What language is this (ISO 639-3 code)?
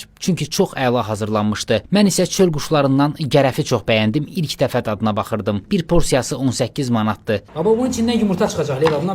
aze